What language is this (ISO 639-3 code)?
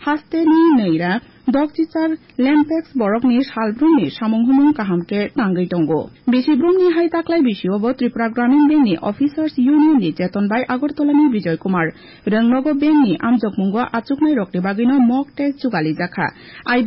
trp